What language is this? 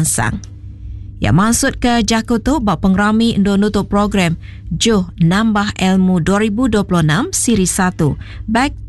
Iban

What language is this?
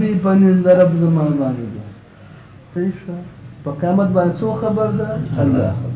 Pashto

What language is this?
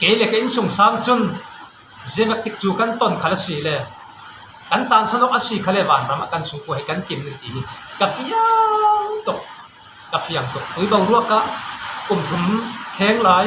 Falam Chin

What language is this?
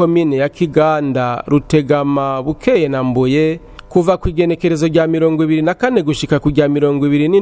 Rundi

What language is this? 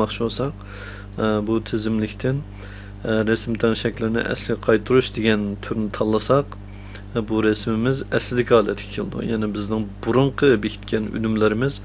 Uyghur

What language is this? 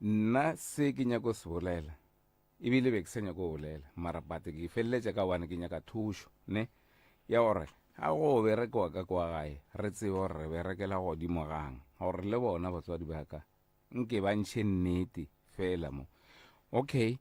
Northern Sotho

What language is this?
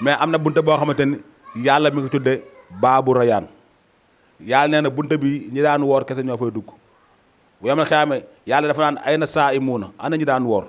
Wolof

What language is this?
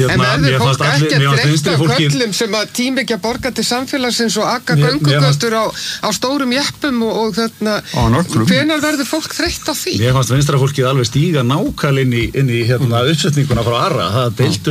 Icelandic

